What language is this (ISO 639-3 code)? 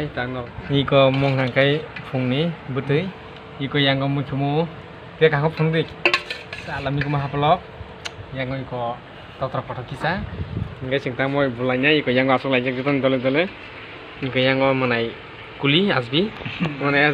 trp